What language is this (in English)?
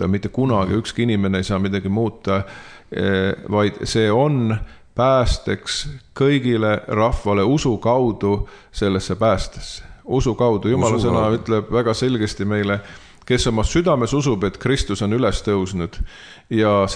Estonian